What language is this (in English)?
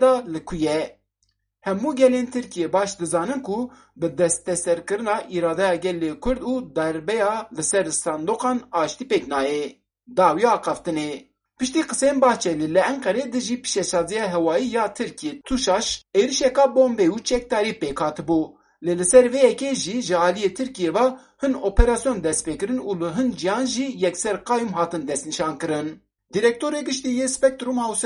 Kurdish